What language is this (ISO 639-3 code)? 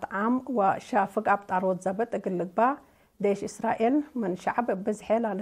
tig